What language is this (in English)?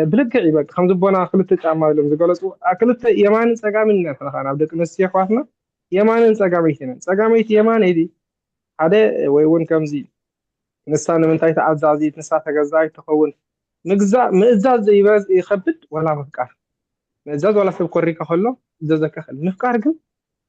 Tigrinya